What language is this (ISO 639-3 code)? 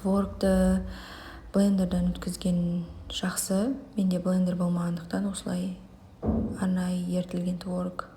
kaz